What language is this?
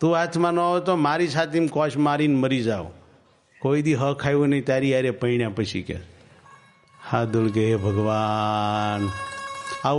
Gujarati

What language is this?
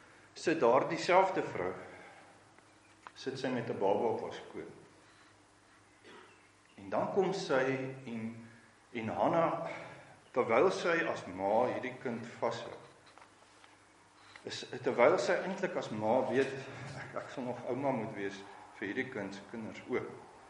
Afrikaans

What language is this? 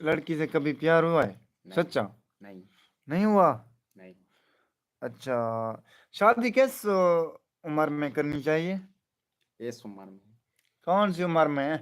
Saraiki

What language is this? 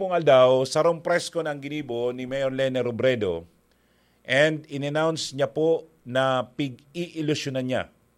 Bikol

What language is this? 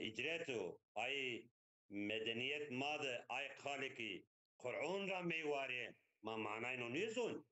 Zaza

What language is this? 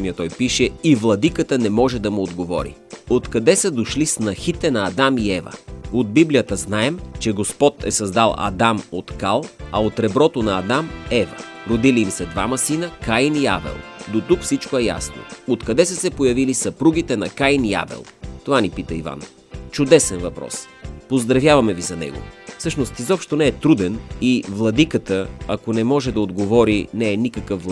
Bulgarian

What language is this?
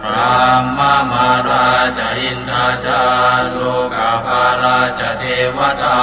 Pali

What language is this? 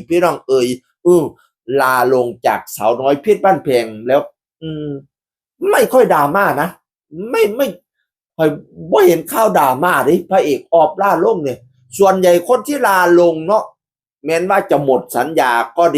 Northeastern Thai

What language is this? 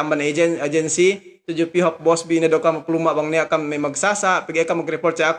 Yakan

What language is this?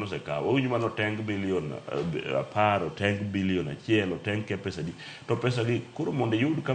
Luo (Kenya and Tanzania)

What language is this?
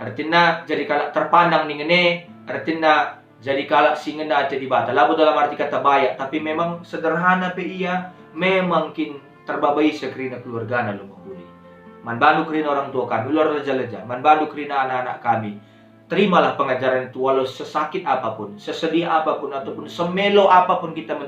Batak Karo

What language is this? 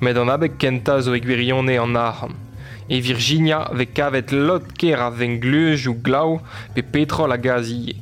Breton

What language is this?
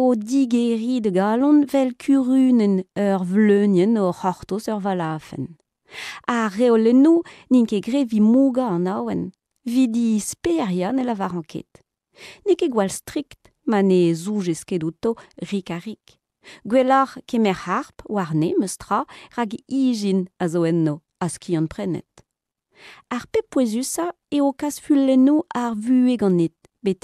Breton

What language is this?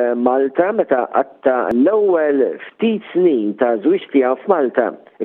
Maltese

